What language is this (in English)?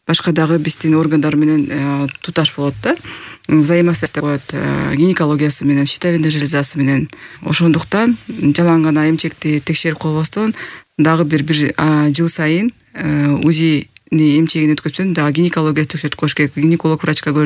Kyrgyz